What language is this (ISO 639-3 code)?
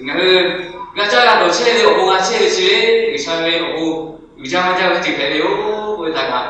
lhu